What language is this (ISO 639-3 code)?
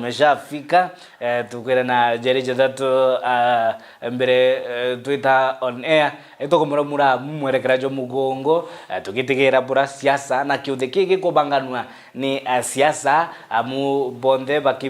mer